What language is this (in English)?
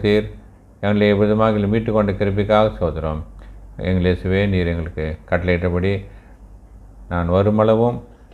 Tamil